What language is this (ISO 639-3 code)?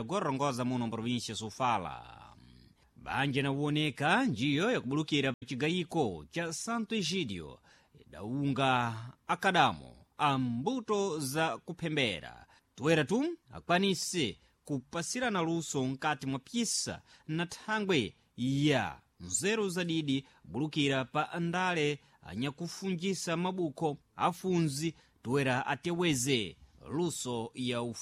seh